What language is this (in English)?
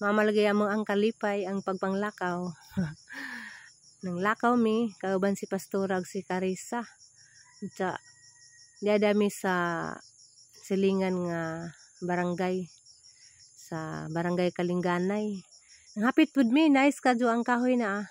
Cebuano